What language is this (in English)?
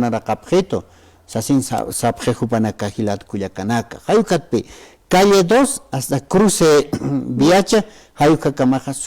Aymara